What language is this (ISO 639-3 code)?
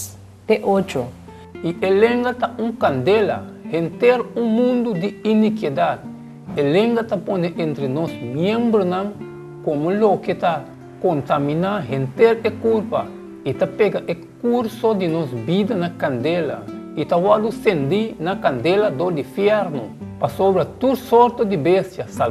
pap